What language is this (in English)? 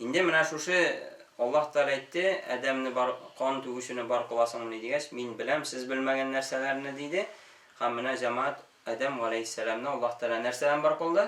Tatar